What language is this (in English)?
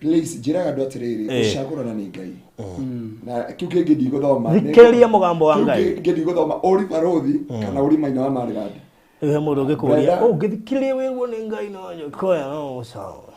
Kikuyu